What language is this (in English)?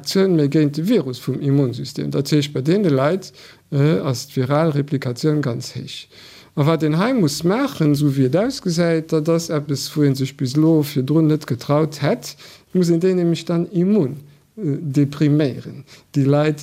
Luxembourgish